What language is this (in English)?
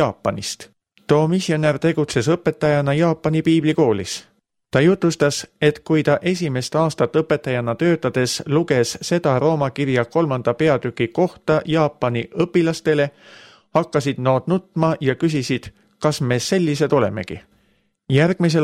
Estonian